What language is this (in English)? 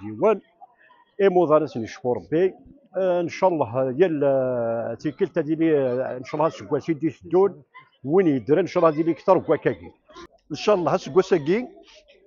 Kabyle